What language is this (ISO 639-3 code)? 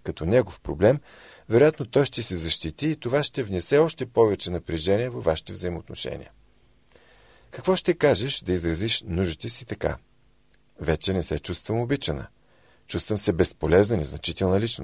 bul